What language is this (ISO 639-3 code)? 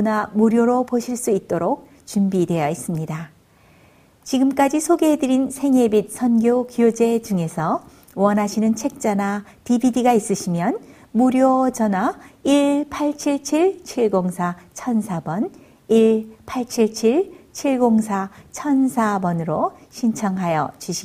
kor